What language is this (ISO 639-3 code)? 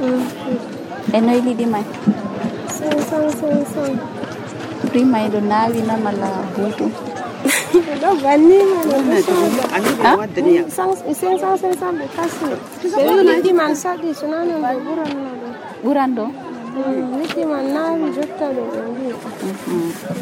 fuv